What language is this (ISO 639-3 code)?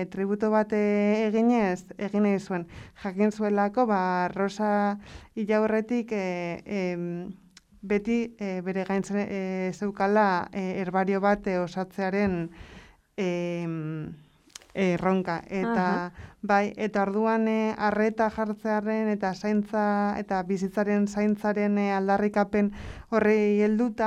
eus